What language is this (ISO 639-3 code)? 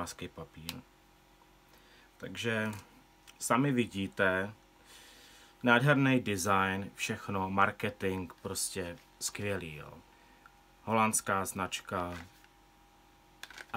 ces